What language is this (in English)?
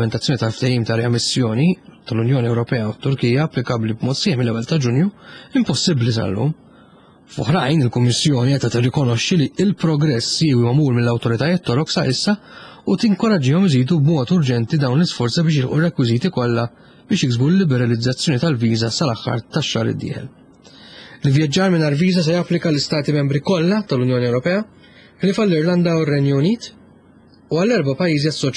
Maltese